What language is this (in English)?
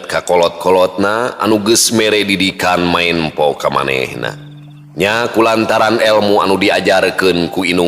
Sundanese